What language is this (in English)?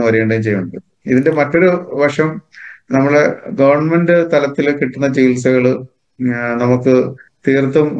Malayalam